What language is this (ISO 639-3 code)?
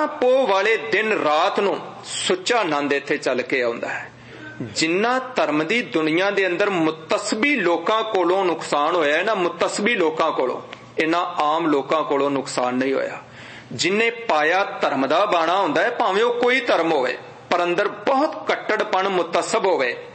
pan